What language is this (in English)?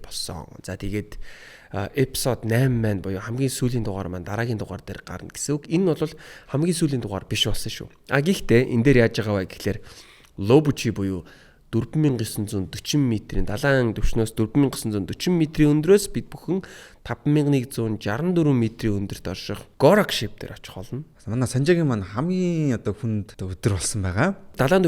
Mongolian